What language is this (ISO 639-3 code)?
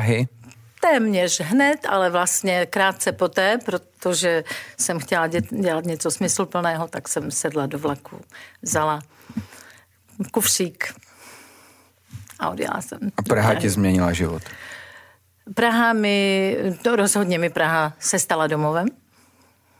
ces